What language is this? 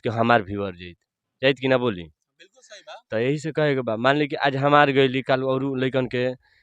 Bhojpuri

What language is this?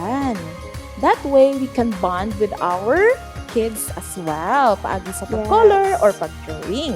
Hiligaynon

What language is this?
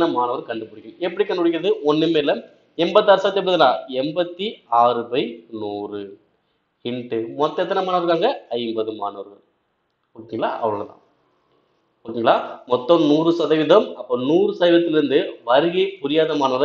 Tamil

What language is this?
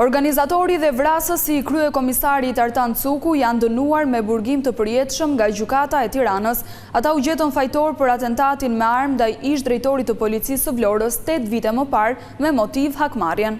Albanian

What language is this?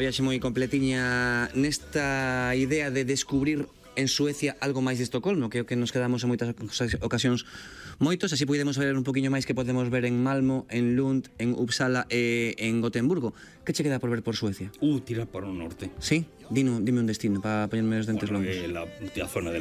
Galician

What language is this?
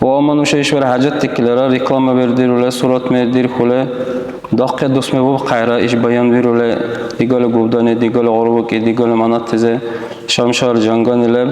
Dargwa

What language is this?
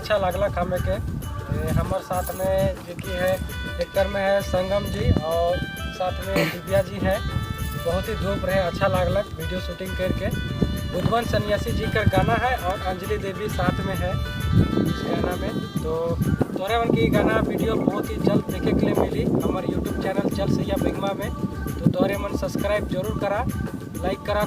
Sadri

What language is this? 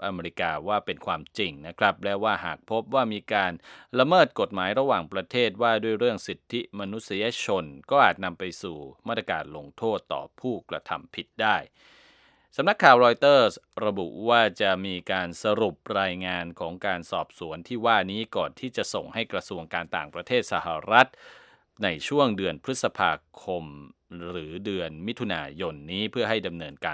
Thai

